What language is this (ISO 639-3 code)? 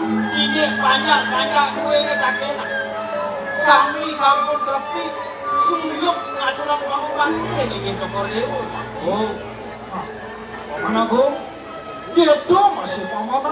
ban